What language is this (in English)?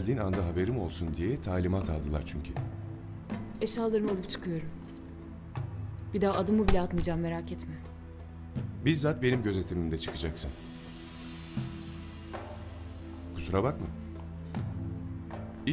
Turkish